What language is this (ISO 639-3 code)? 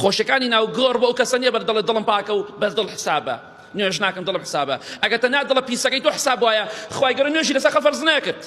ckb